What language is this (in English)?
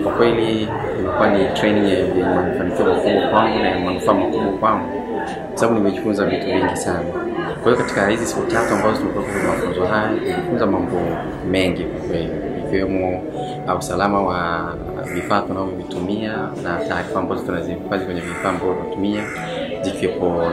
Swahili